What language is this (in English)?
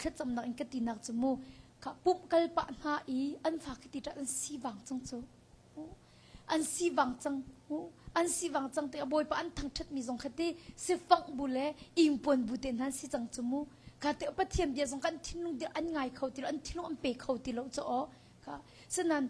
Hakha Chin